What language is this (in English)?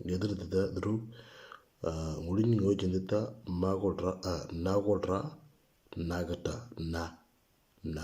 Moro